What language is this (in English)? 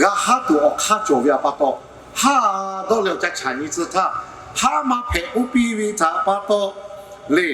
Lahu